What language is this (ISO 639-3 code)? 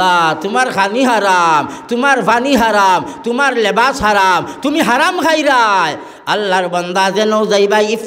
syl